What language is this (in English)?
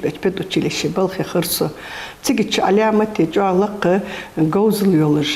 Ingush